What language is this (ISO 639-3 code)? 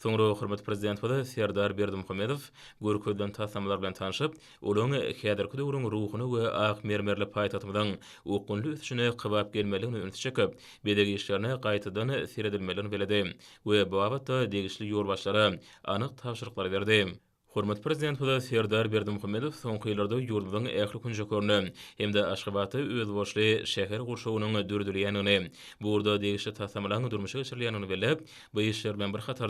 tuk